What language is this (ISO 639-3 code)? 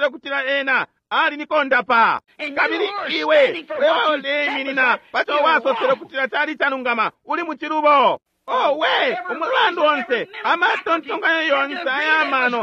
bem